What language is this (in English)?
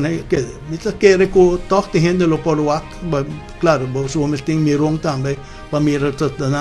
Papiamento